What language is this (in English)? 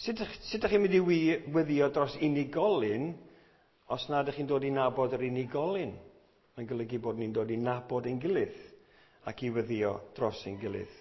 Welsh